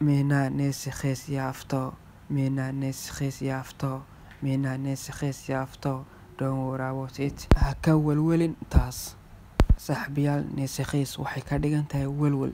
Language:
Somali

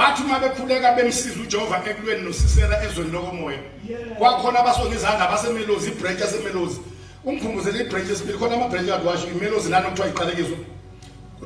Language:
Zulu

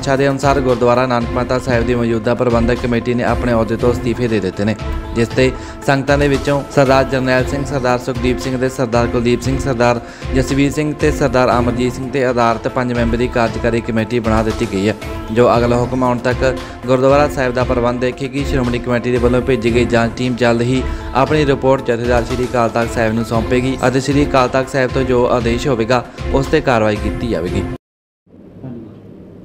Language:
Punjabi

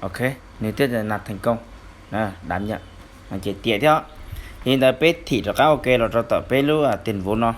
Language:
Hmong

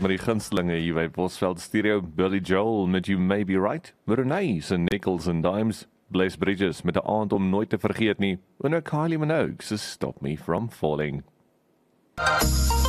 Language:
Afrikaans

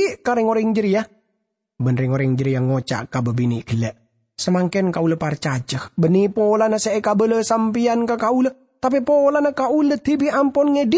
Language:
Madurese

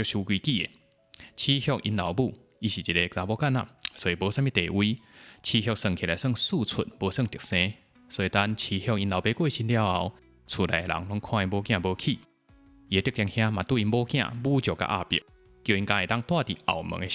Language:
Min Nan Chinese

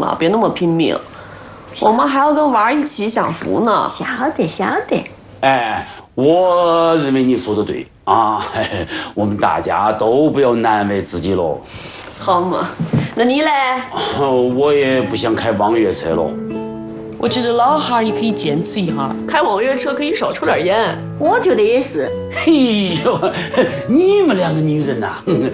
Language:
Chinese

